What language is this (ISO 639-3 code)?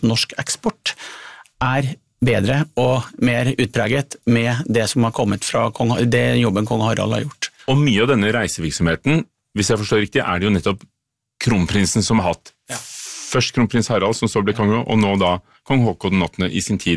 nor